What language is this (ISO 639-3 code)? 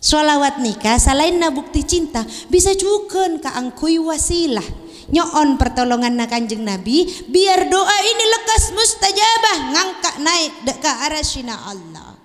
mad